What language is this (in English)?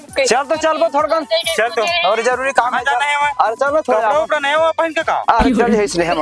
Chhattisgarhi